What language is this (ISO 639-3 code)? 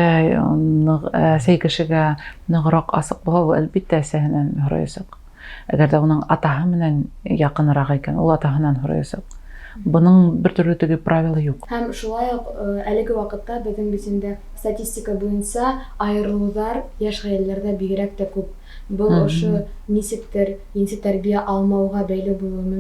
bak